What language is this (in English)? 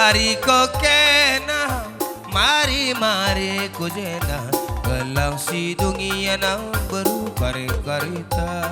Batak Karo